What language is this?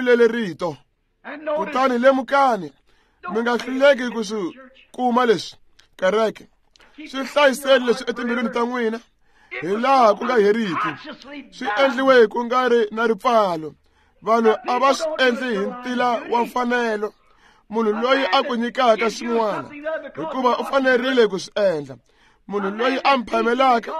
Tsonga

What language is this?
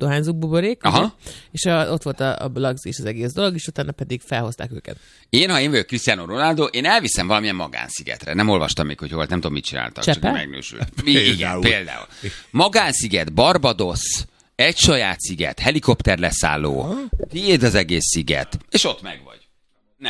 Hungarian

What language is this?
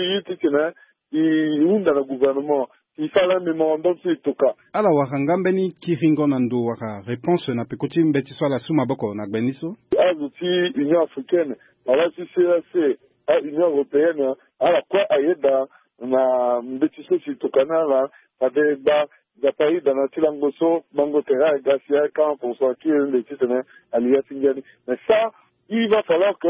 Sango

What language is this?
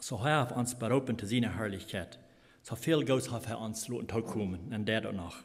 Plautdietsch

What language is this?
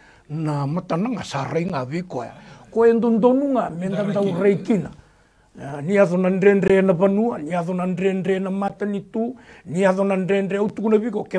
Fijian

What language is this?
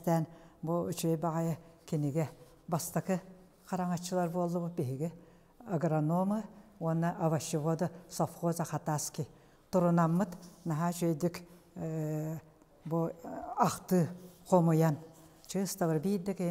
Yakut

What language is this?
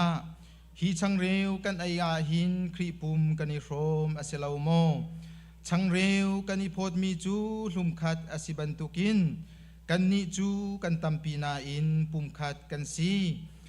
Hakha Chin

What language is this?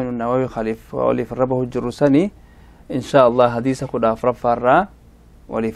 Oromo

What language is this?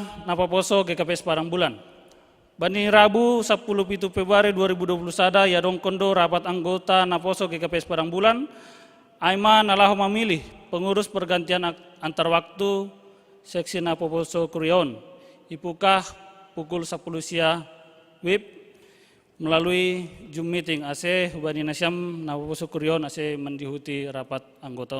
Batak Simalungun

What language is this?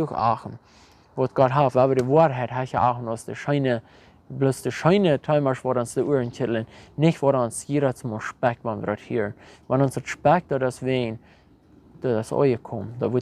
Plautdietsch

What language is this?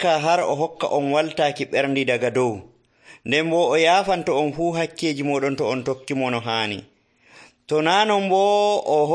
Nigerian Fulfulde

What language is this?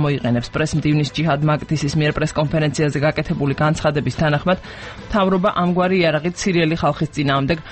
Georgian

